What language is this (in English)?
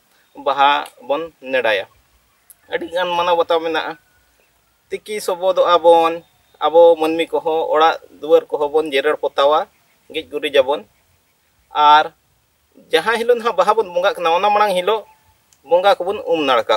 Santali